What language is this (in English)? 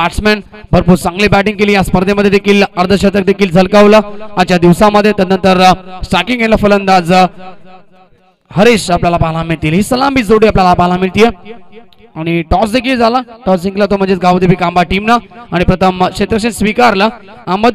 Marathi